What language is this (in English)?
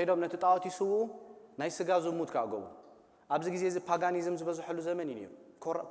Tigrinya